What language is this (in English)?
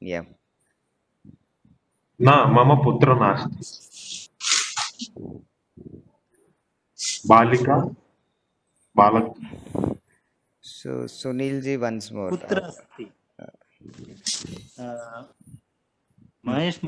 English